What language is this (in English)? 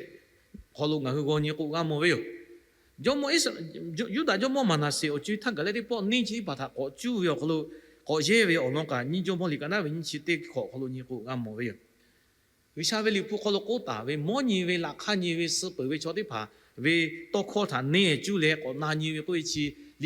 Lahu